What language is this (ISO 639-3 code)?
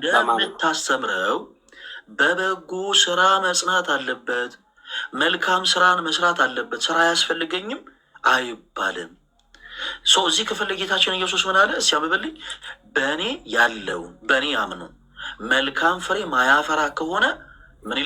amh